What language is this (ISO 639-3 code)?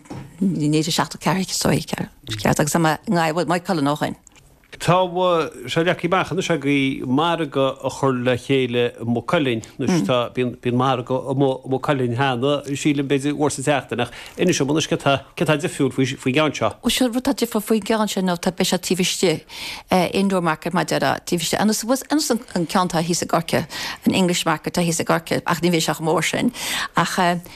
gle